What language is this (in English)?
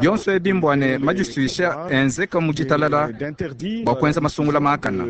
Luba-Lulua